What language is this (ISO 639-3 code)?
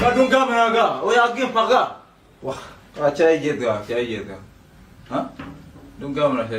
nus